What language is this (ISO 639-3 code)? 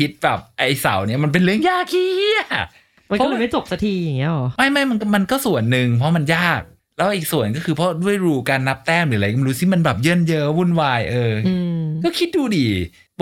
tha